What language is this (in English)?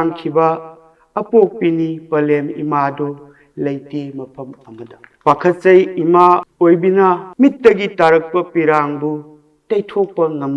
Manipuri